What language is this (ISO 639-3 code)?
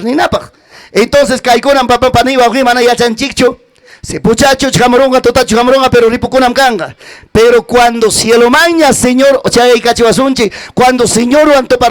quy